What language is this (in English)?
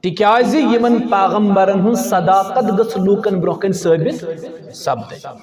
Kashmiri